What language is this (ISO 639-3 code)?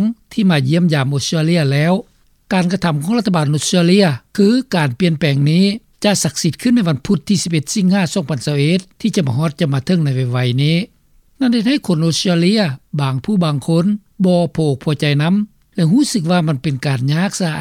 lao